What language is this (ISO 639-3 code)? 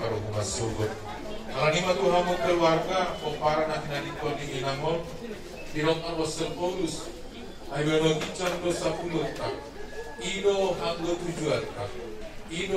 bbc